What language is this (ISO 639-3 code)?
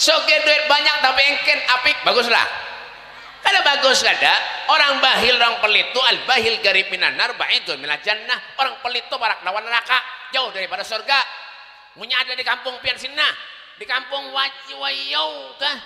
bjn